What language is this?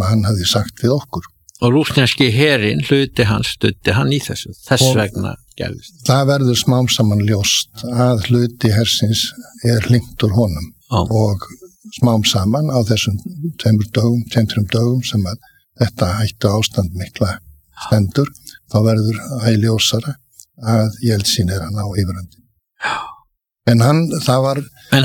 Icelandic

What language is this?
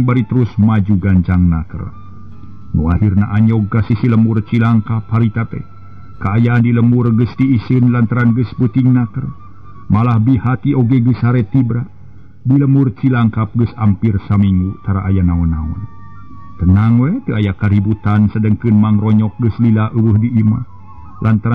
Sundanese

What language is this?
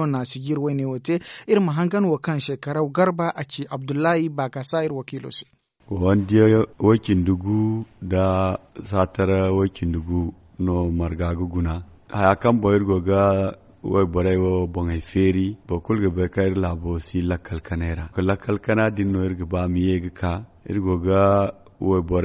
Zarma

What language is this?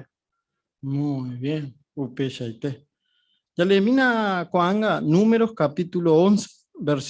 Guarani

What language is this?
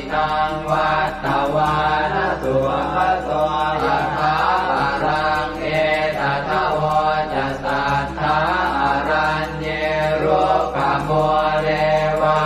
Pali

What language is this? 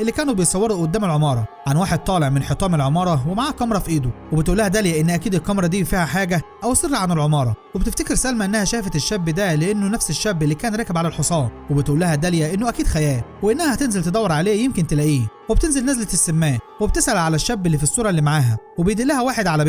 Egyptian Arabic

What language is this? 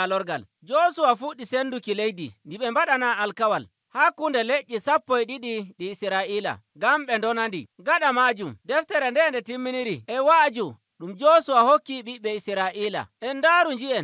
Nigerian Fulfulde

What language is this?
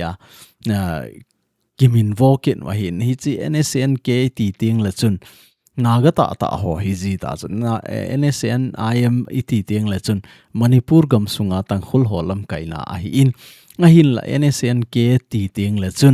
Thado Chin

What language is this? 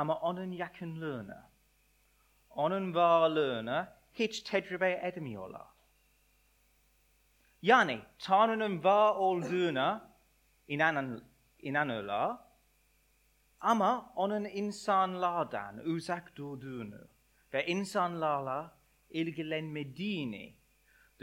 Turkish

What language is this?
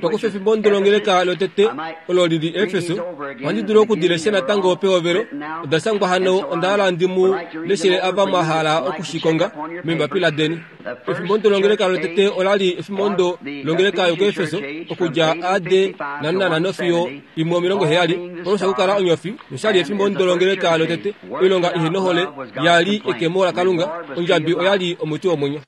Kuanyama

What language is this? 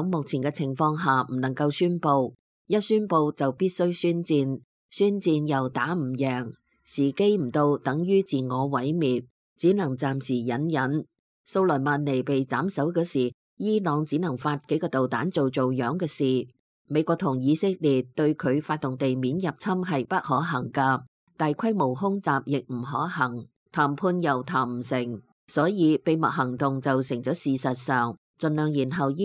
Cantonese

